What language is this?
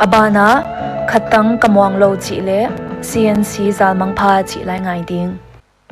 Paite Chin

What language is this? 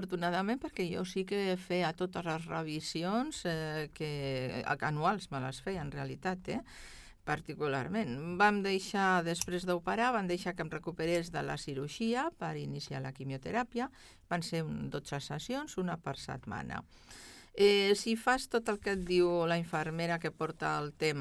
Catalan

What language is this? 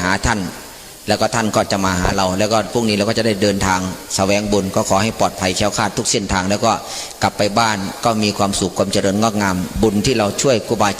Northeastern Thai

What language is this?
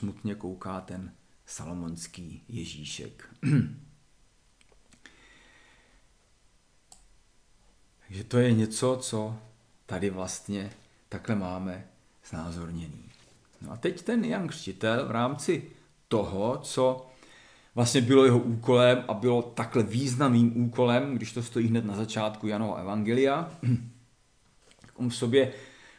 Czech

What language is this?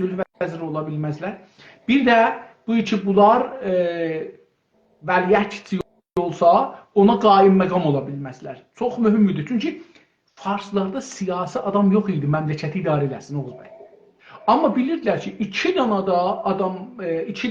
South Azerbaijani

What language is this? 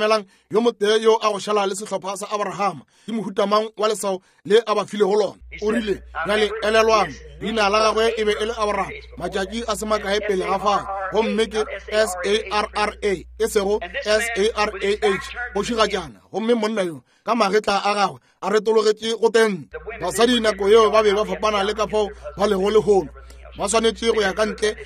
Northern Sotho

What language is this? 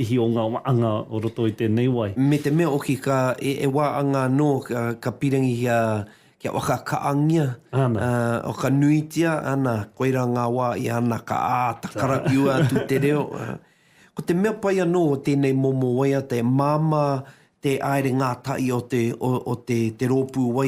Māori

